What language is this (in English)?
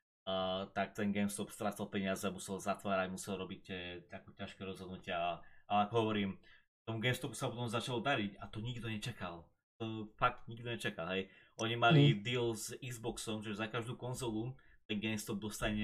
Slovak